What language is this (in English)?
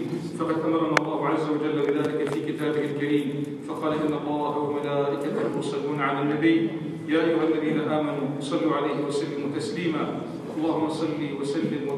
Arabic